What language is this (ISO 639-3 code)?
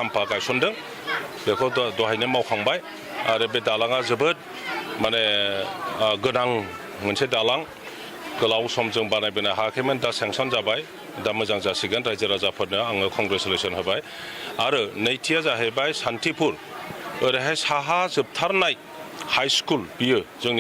brx